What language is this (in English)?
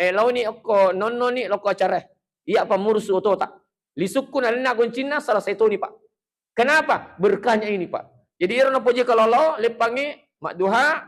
Buginese